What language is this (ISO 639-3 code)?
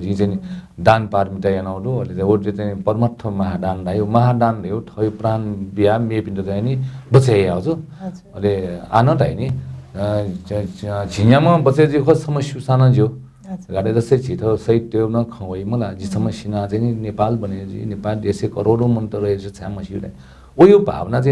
new